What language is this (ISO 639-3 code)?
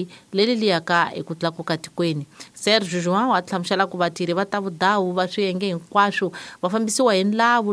tso